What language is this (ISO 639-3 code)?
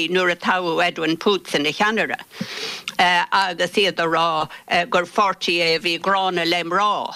gle